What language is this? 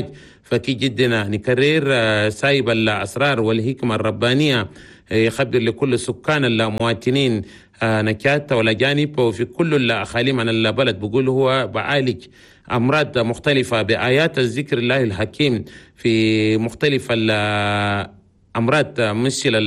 Chadian Arabic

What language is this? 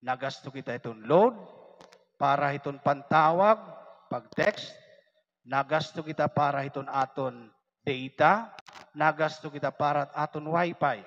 Waray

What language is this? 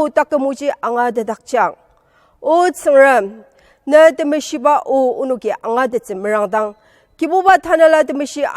Ao Naga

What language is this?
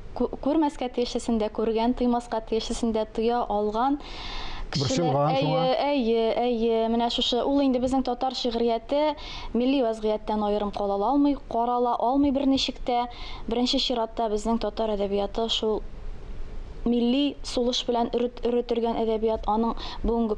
Tatar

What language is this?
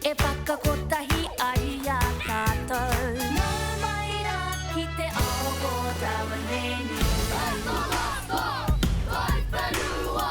Māori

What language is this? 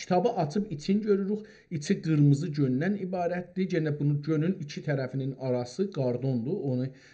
South Azerbaijani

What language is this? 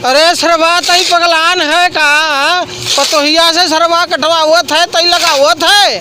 Awadhi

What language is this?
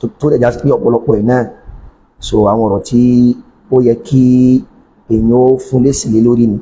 Yoruba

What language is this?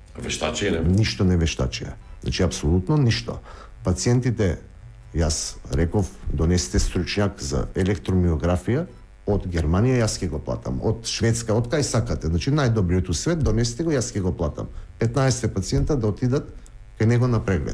Macedonian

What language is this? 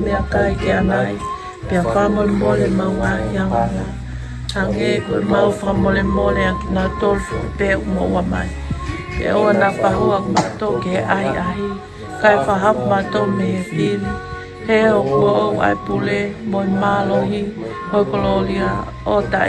Tongan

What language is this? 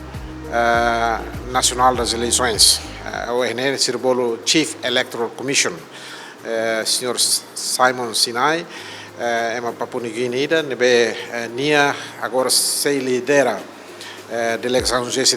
Tetum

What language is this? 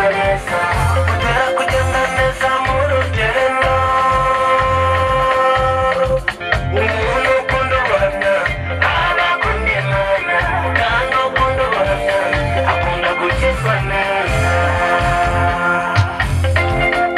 Kinyarwanda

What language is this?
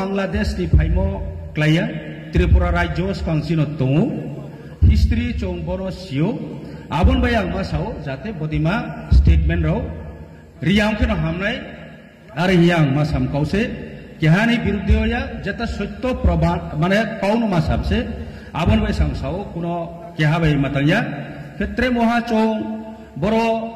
Kok Borok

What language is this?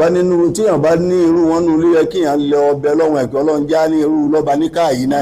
Yoruba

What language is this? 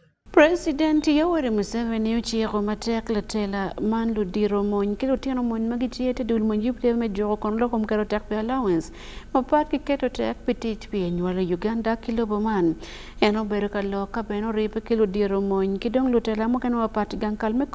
Acoli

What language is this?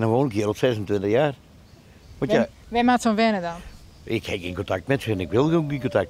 Western Frisian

